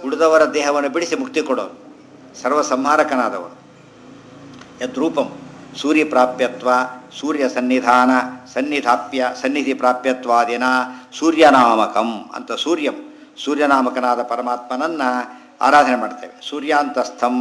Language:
Kannada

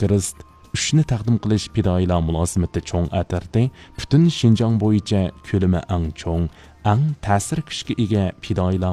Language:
Uyghur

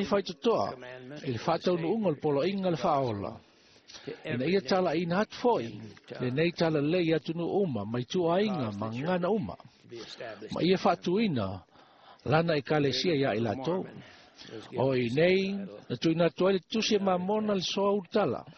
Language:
Samoan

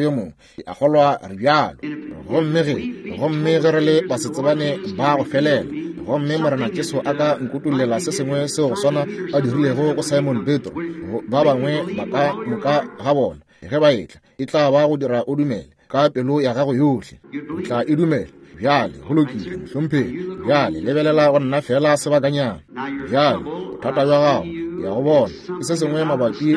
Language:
Northern Sotho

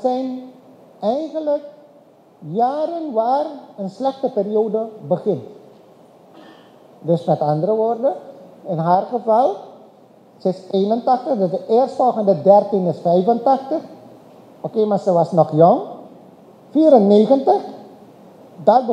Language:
Dutch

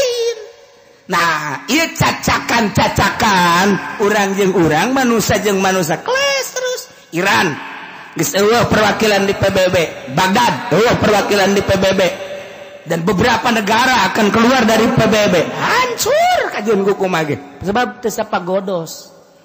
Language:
Sundanese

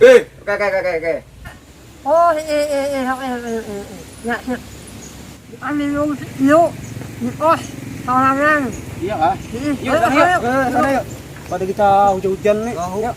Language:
Banjar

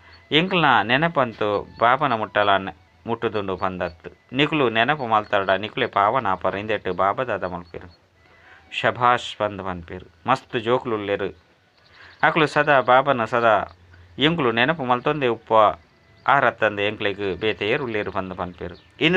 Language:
Tulu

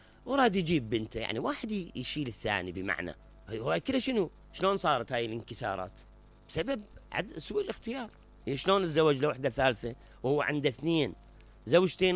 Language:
Mesopotamian Arabic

